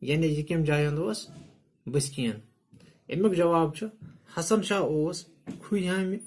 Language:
Kashmiri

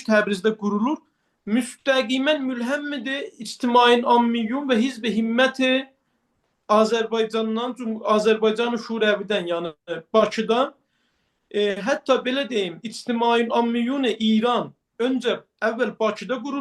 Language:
Azerbaijani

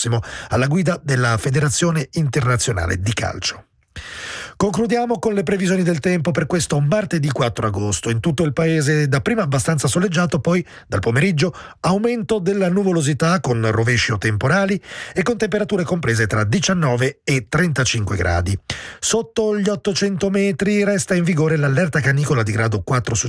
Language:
Italian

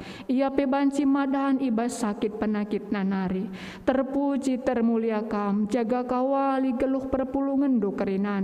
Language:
Batak Karo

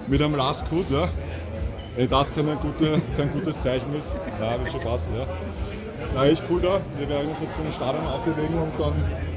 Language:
Bavarian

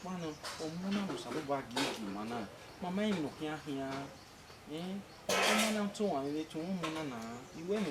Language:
Bini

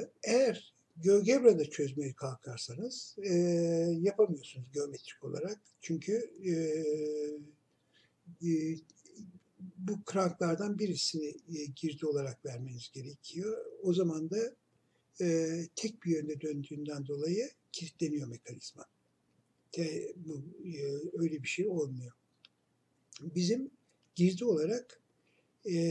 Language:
Turkish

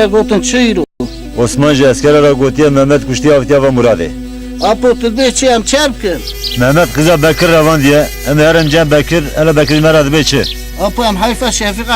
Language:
Kurdish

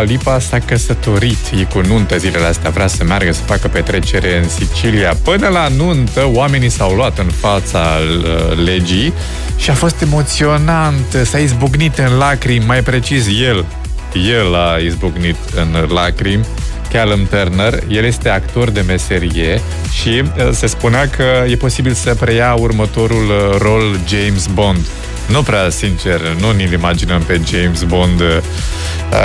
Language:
Romanian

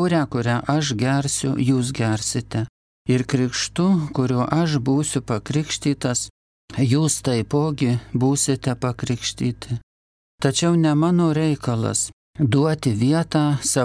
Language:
Lithuanian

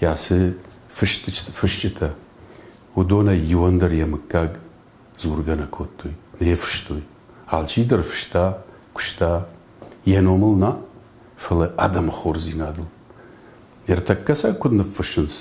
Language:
Ossetic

